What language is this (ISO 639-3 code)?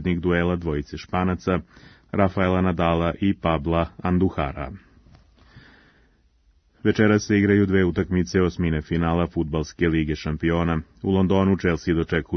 srp